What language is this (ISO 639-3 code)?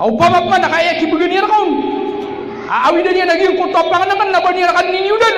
mrw